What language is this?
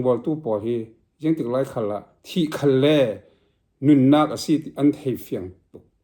Falam Chin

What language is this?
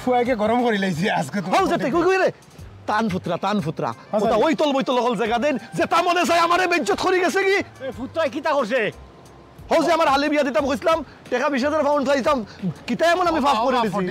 Sylheti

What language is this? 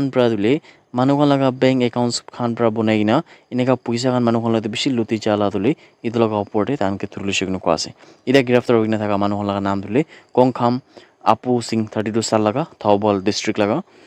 Naga Pidgin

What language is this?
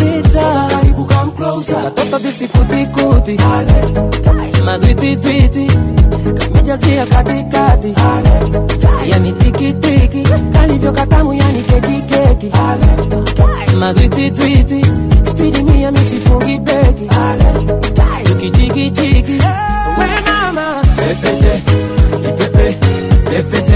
Swahili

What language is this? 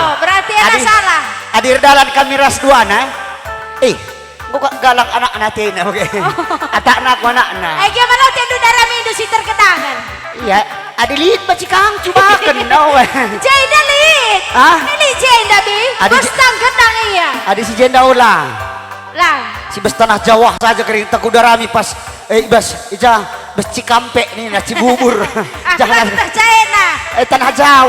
Batak Karo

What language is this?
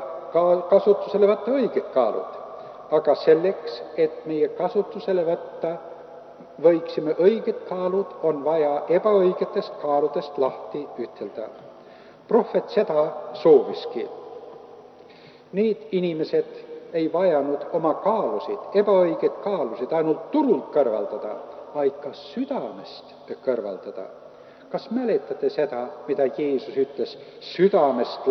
Estonian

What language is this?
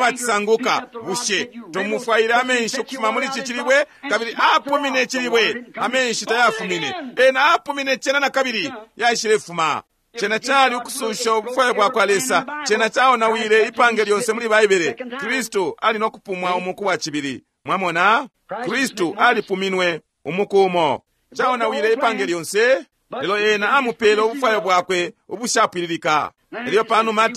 Bemba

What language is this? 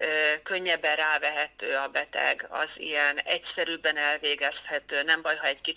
Hungarian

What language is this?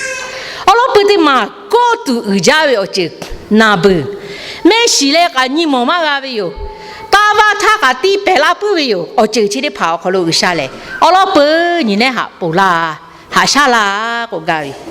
Lahu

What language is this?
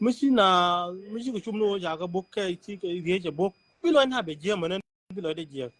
Nuer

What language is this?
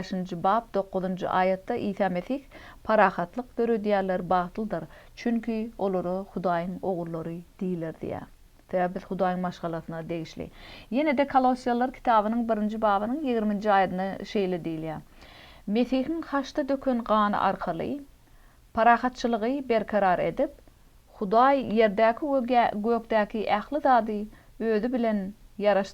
Turkmen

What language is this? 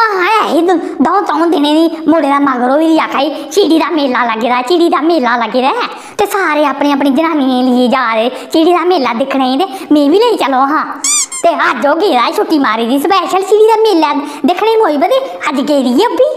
Dogri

